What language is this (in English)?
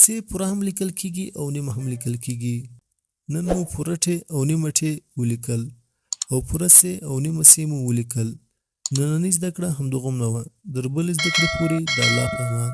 Pashto